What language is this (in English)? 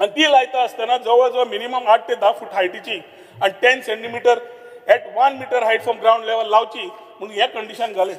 Konkani